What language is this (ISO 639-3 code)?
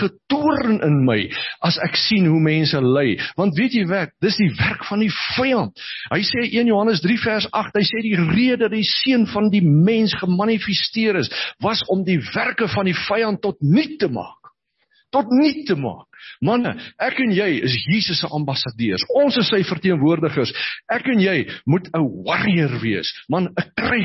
afr